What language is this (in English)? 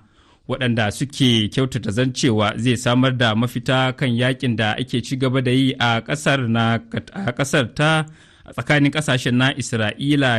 Hausa